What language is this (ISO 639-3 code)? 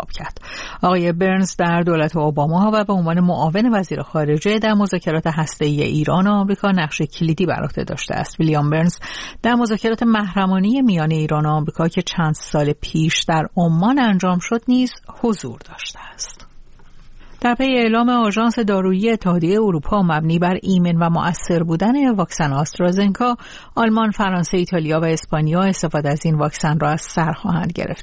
fas